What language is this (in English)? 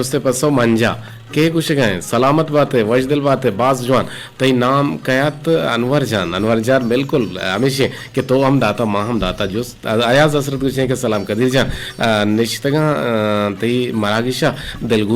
Eastern Balochi